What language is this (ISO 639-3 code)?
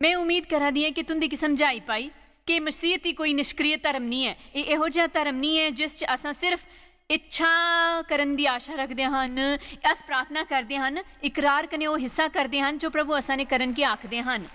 doi